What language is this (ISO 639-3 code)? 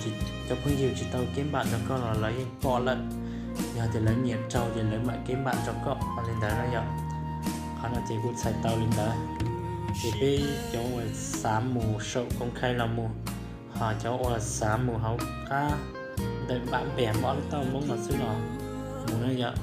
hmn